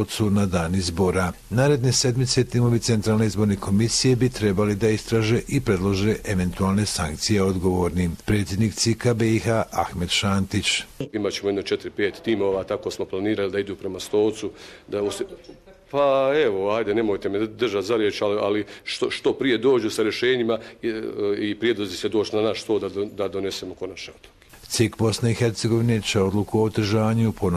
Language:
Croatian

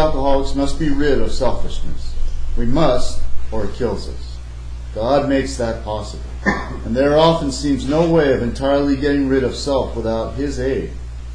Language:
English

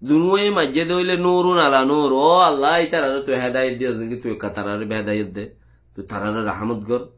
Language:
Rohingya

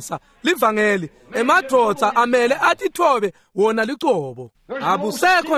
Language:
Swati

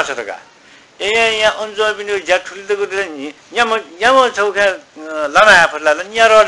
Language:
Newari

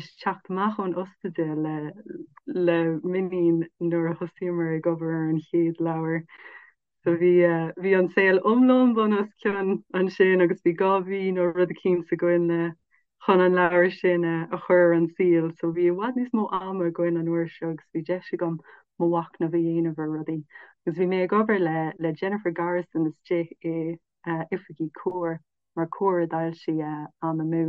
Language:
Irish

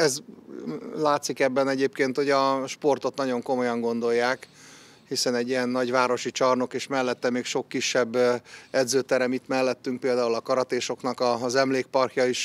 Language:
Hungarian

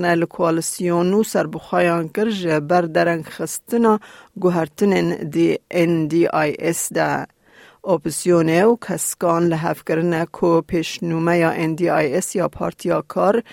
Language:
Kurdish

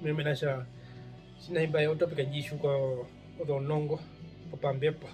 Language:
Herero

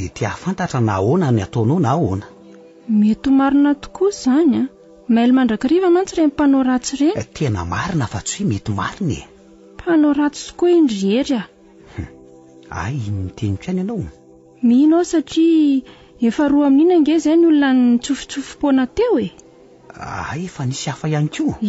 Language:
Malagasy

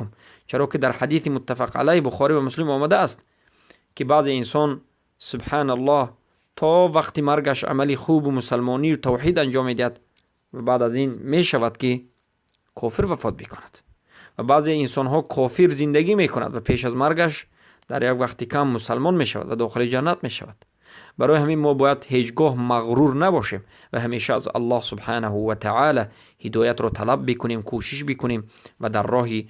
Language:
Persian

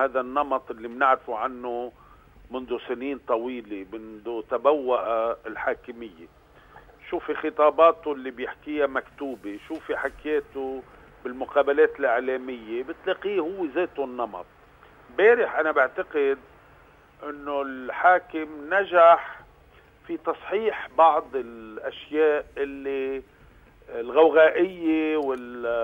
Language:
North Levantine Arabic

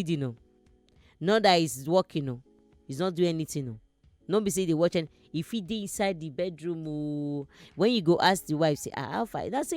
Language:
Nigerian Pidgin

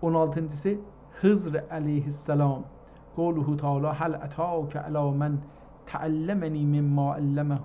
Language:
South Azerbaijani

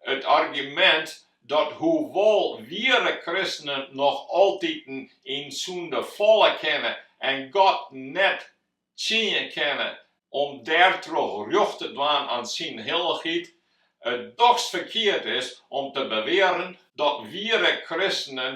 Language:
Western Frisian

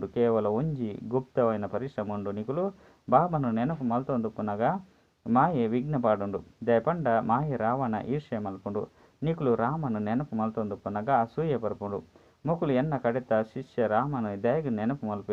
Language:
Tulu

